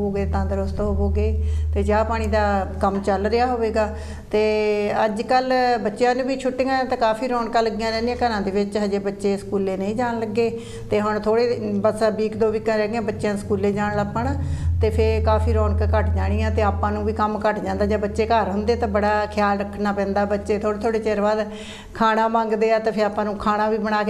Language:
Punjabi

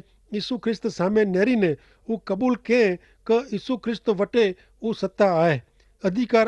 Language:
Kachhi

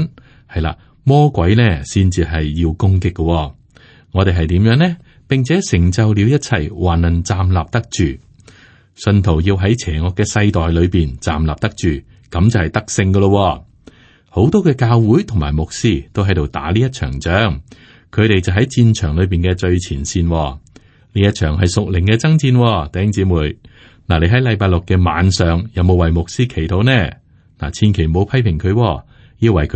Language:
Cantonese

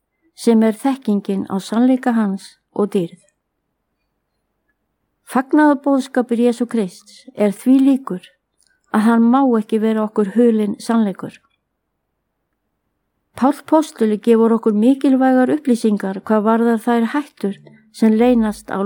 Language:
Icelandic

